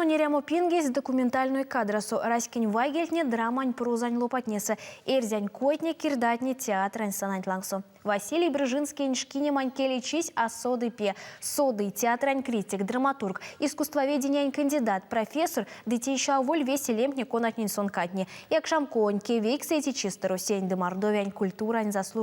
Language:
Erzya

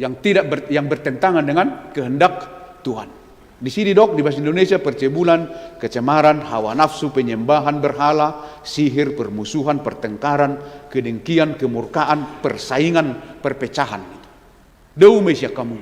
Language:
Batak Toba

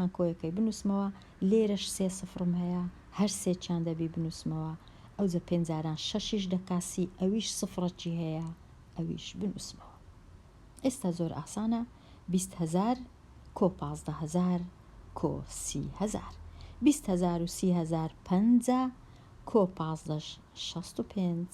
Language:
Central Kurdish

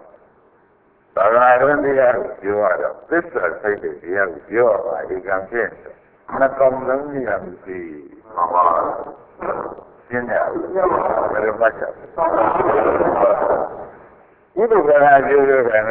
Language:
Burmese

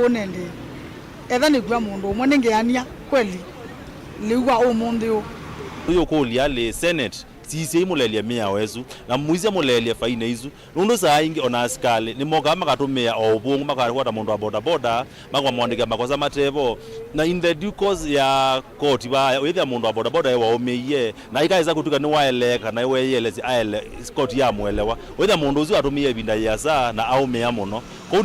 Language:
Kamba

